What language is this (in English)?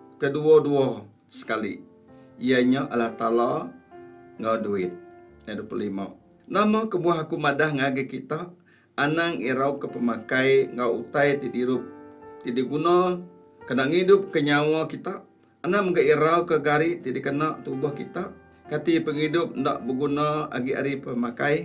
Iban